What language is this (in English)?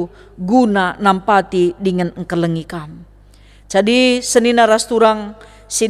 Batak Karo